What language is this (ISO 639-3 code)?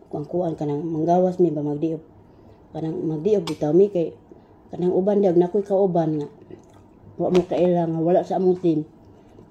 ceb